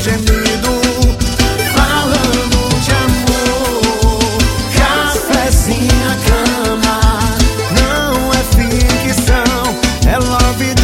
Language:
Portuguese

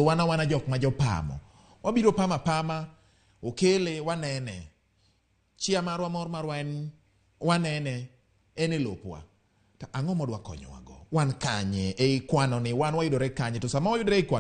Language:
Luo (Kenya and Tanzania)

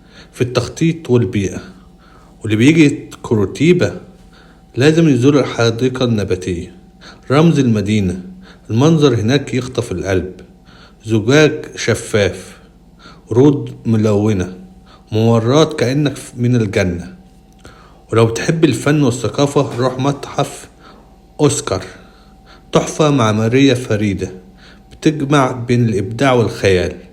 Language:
Egyptian Arabic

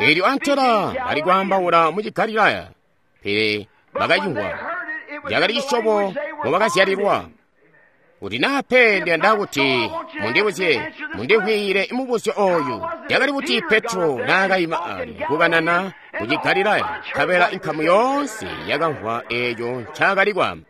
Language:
Tonga (Zambia)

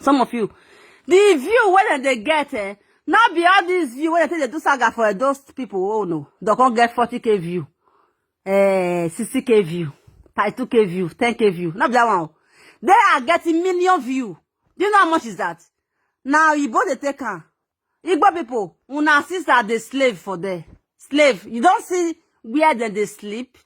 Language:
Nigerian Pidgin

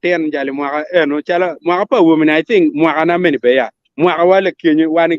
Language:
Acoli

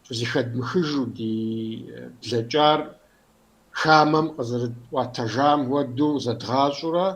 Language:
Kabardian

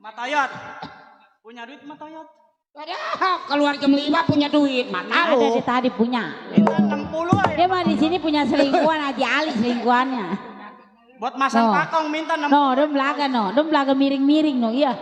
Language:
Betawi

